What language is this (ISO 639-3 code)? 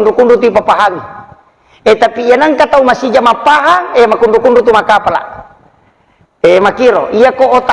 bug